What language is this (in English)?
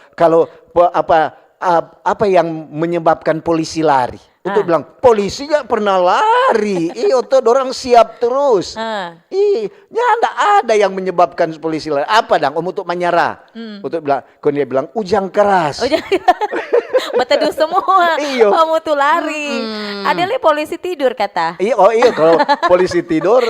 Manado Malay